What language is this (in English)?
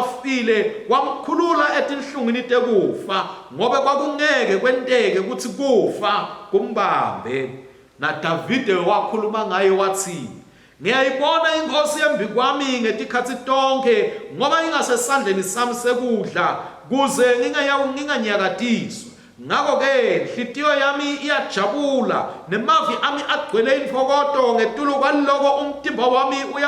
Swati